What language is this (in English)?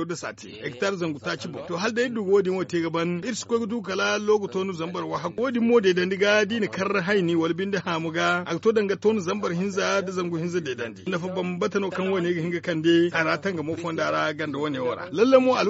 Zarma